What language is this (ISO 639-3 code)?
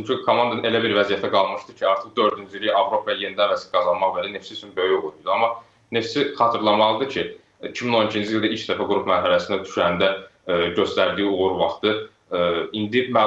aze